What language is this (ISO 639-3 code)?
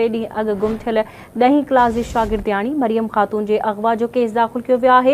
snd